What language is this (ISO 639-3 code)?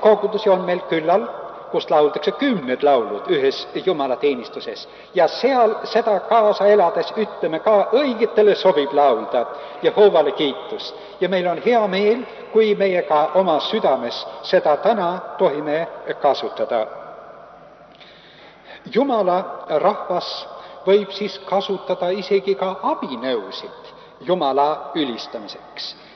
est